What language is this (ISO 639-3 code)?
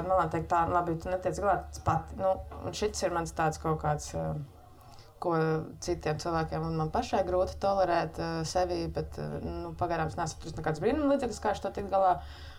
lav